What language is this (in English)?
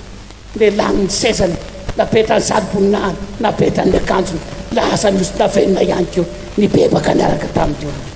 Malagasy